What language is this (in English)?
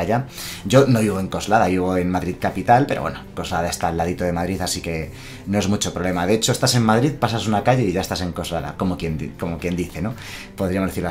Spanish